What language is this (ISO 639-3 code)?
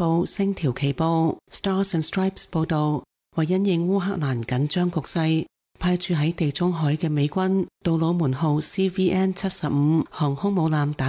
yue